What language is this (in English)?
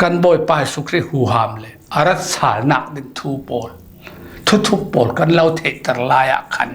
Falam Chin